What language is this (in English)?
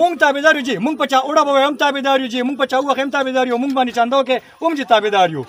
Pashto